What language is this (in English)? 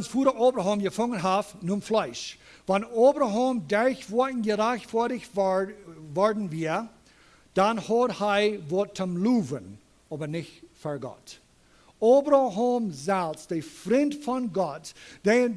Plautdietsch